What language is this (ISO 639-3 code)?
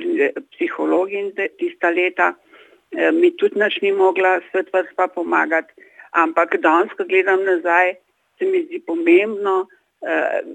slv